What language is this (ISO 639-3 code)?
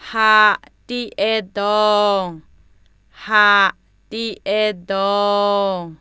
atb